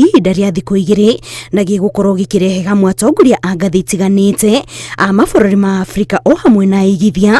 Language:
Kikuyu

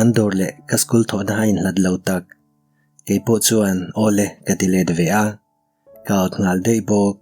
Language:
Mizo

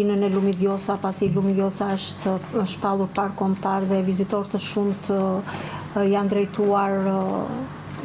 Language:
Albanian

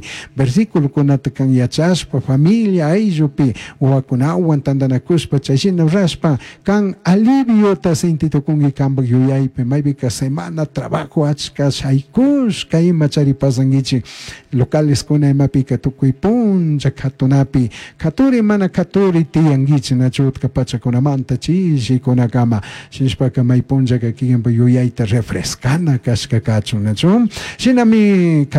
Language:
Chimborazo Highland Quichua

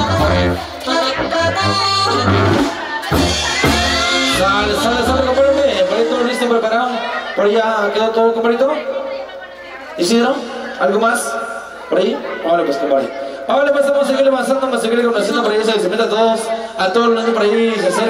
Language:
Spanish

